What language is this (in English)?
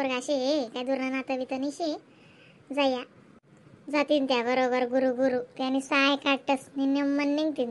Khandesi